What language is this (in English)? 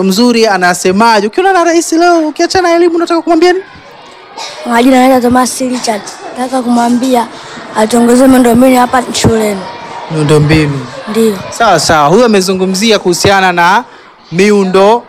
Swahili